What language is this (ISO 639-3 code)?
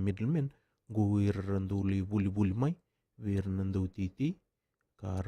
fij